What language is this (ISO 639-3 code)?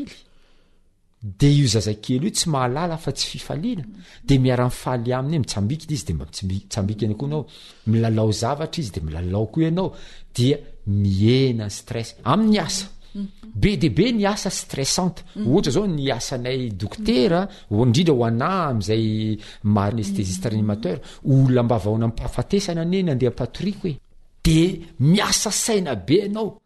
mlg